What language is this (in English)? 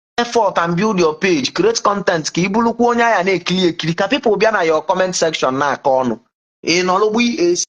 Igbo